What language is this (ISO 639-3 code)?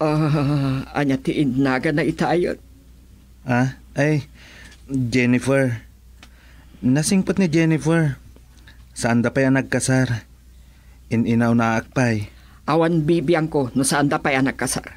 ilo